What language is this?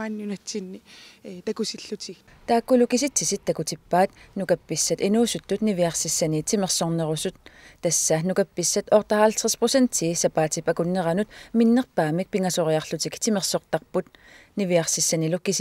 Kalaallisut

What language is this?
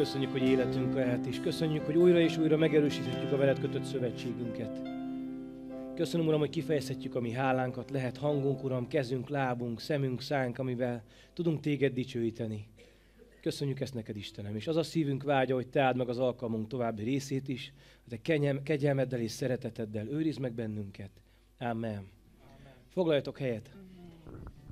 Hungarian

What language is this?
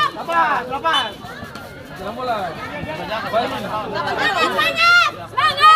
Ambonese Malay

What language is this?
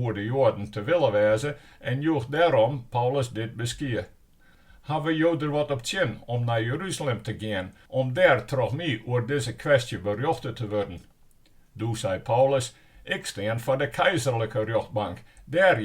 Western Frisian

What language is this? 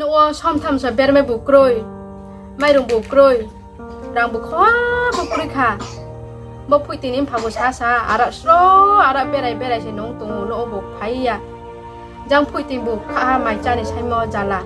Riang (India)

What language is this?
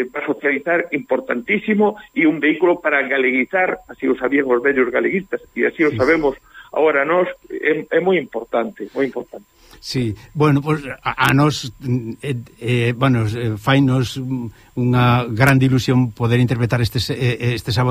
Galician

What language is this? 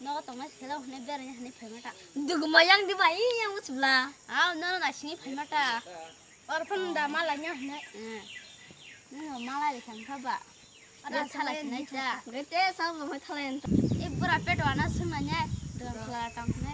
Kok Borok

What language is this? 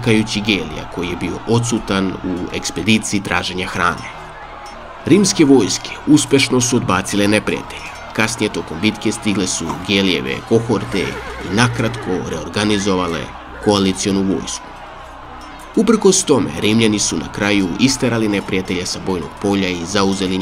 Serbian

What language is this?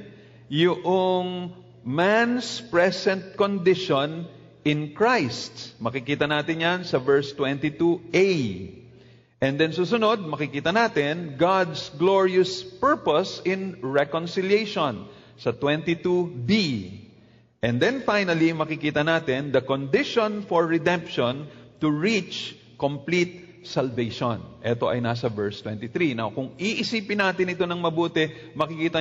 Filipino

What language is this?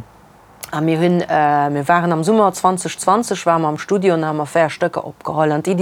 Luxembourgish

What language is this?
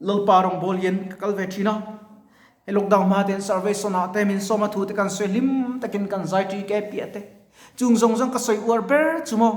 Mizo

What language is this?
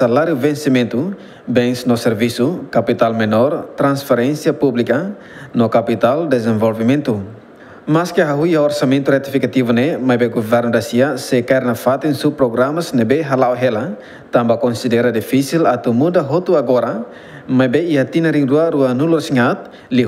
Tetum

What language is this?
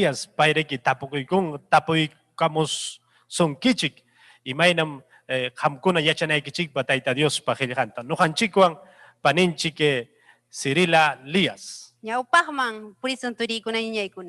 Ayacucho Quechua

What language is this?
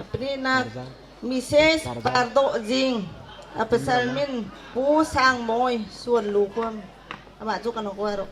Bawm Chin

